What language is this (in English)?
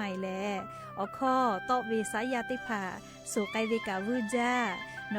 Lahu